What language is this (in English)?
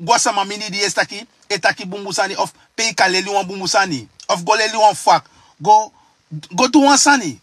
Sranan Tongo